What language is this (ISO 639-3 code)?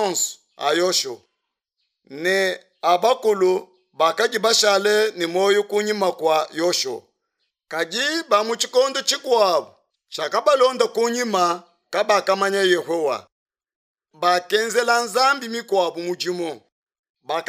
lua